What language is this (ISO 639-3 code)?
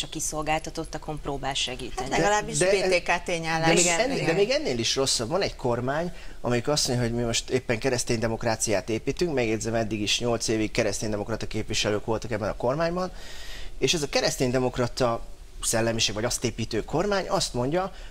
hun